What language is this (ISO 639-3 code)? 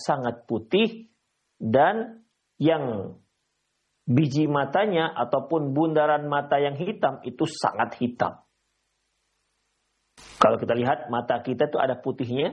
ind